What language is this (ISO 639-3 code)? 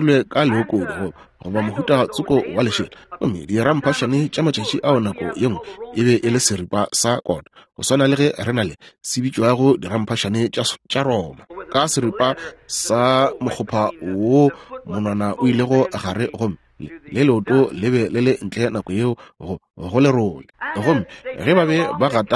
nso